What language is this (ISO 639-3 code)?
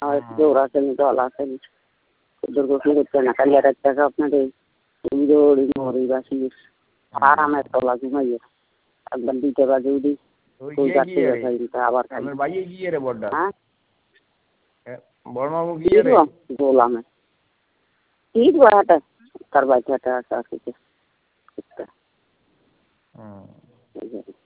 ben